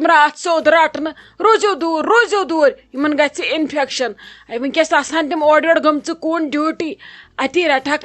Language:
Kashmiri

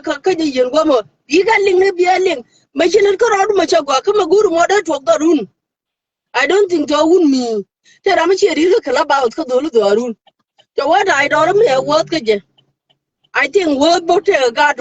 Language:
Nuer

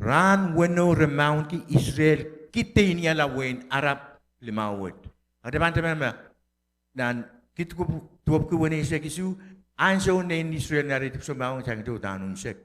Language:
Pohnpeian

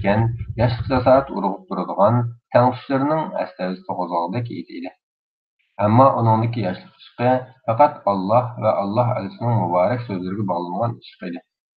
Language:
Uyghur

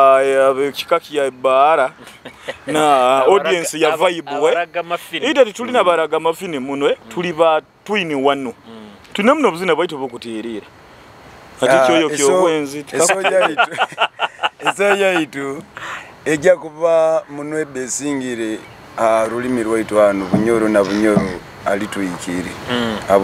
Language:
Nyoro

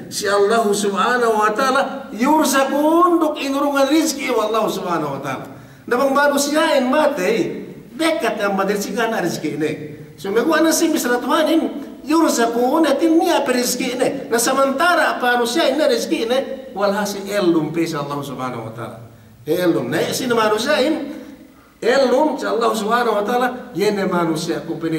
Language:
Yakan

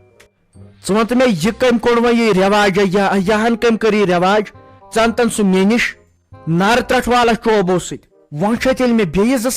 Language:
Kashmiri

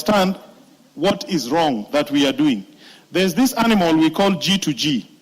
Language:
Kamba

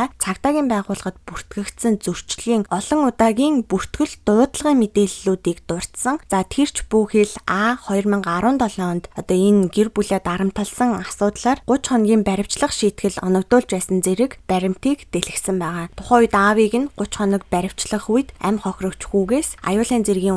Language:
Mongolian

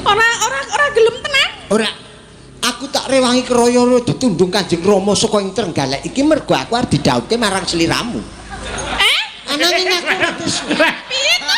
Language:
Javanese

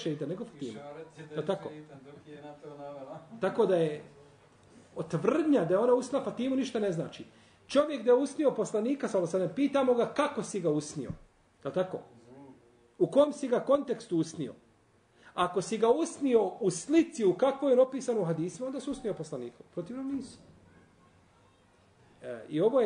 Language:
Bosnian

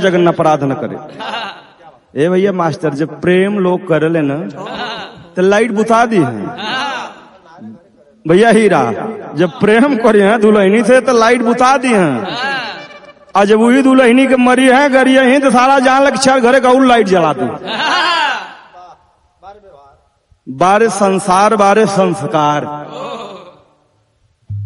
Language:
Bhojpuri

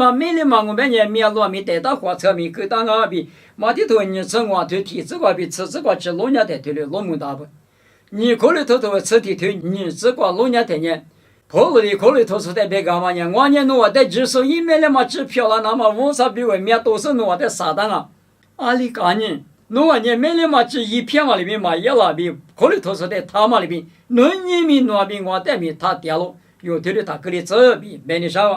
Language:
Lisu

